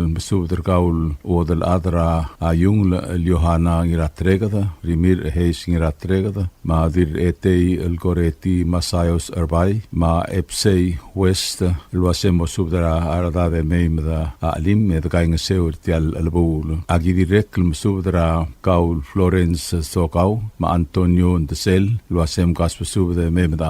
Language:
Palauan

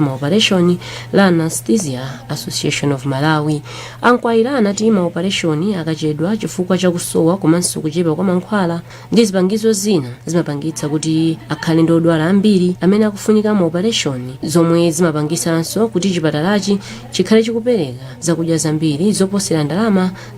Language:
Nyanja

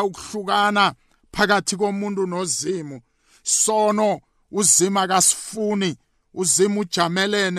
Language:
South Ndebele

